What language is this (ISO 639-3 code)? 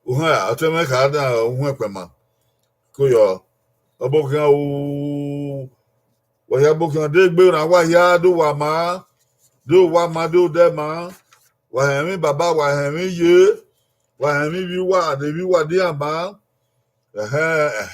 bin